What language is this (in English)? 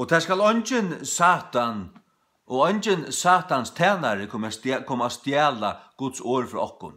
Faroese